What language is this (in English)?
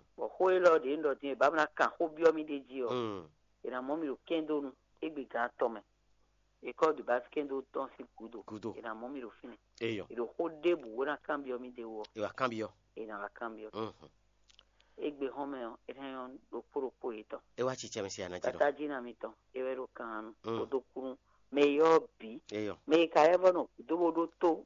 Fon